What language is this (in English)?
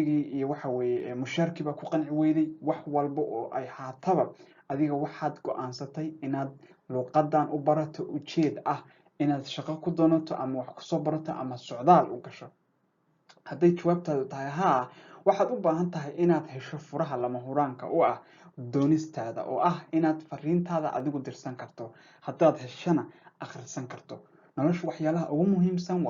Somali